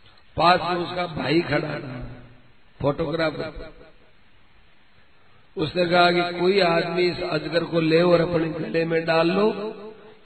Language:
Hindi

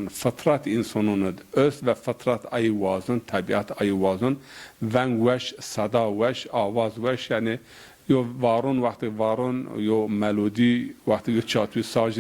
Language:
Zaza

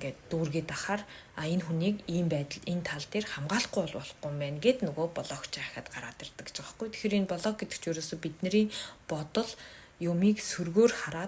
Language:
Mongolian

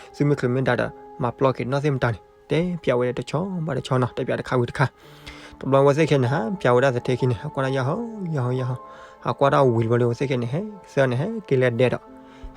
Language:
S'gaw Karen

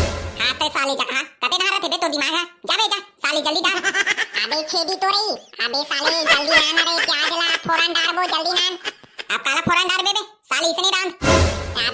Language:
Chhattisgarhi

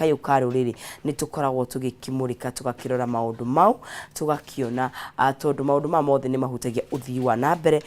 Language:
Kikuyu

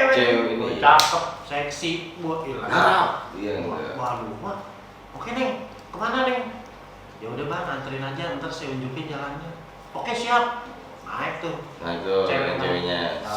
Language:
Betawi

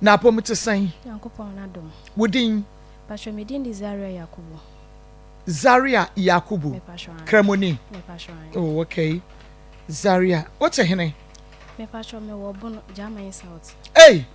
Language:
Akan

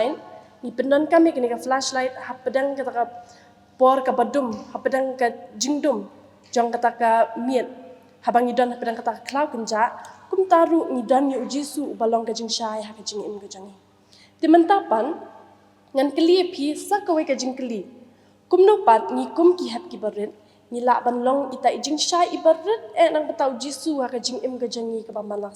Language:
Khasi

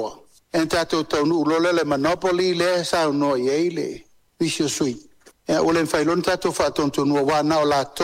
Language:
Samoan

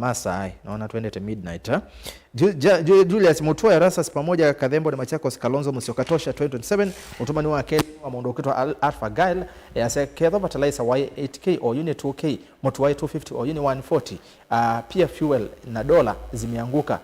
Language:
Kamba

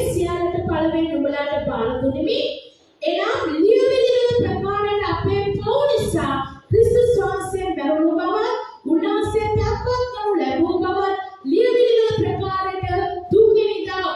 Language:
Sinhala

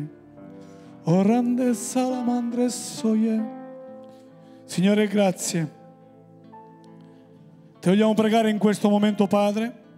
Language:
Italian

